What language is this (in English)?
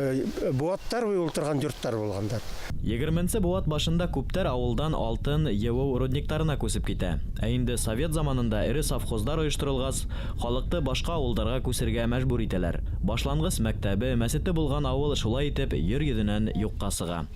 Bashkir